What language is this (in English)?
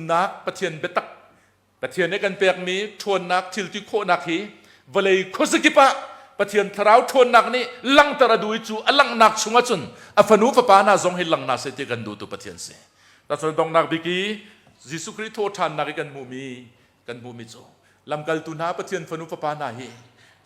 Hakha Chin